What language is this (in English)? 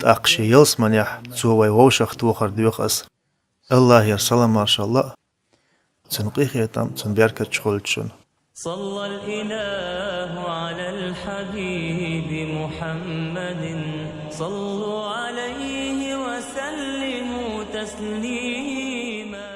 Chechen